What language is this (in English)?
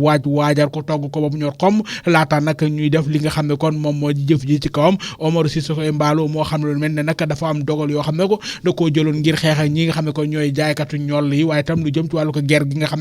Wolof